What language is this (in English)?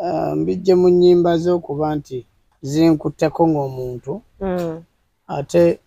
Ganda